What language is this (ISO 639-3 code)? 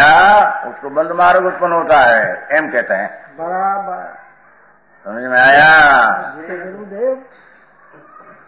hin